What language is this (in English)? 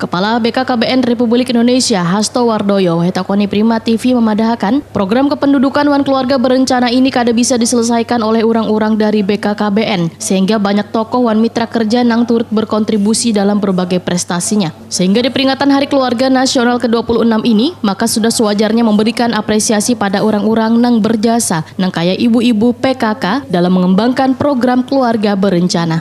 Banjar